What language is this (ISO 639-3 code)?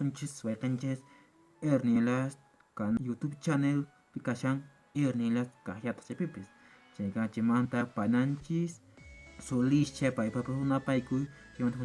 que